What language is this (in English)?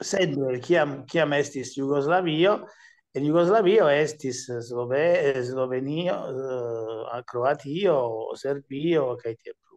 Esperanto